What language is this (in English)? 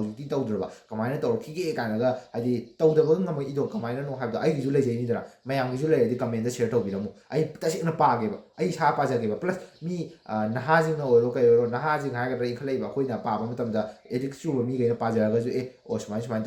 Manipuri